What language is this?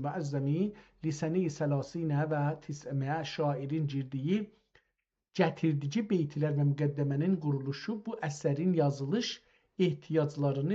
South Azerbaijani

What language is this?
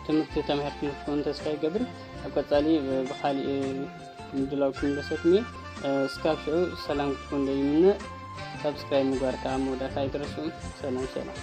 Tigrinya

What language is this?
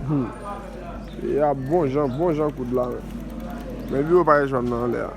Haitian Creole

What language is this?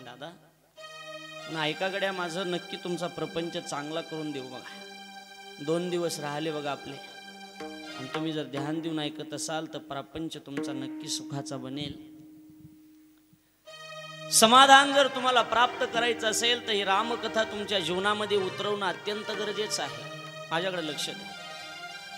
Marathi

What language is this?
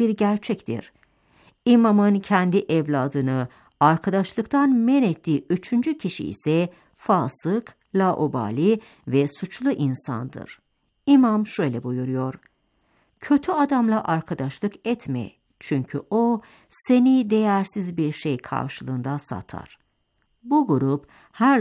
Turkish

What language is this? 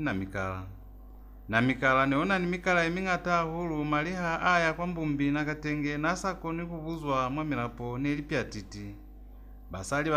Lozi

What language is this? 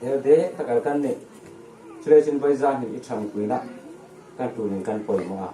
Hmar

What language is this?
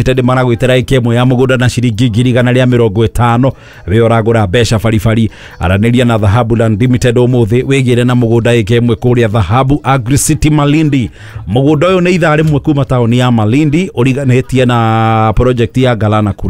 Kikuyu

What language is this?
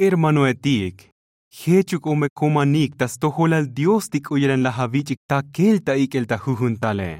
Tzotzil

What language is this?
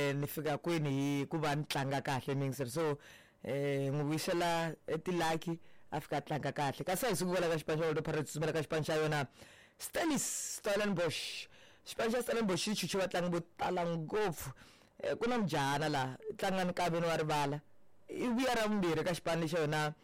Tsonga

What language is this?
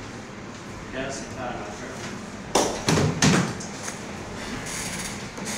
Spanish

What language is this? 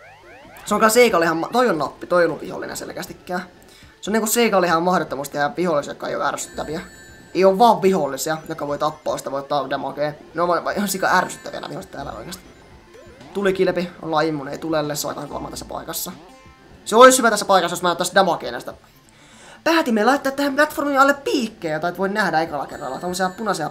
Finnish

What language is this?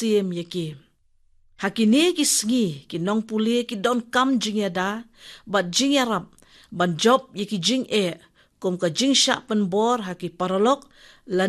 Khasi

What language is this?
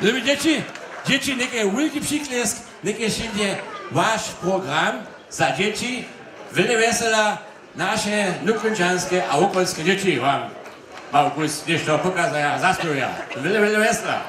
Upper Sorbian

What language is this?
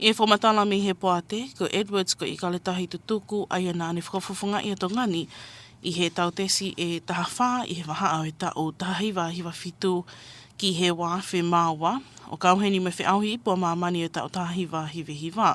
Tongan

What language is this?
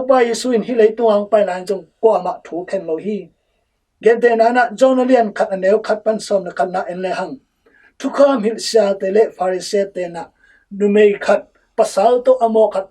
Tedim Chin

